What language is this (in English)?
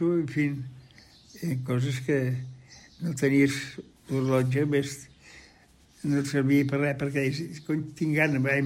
Catalan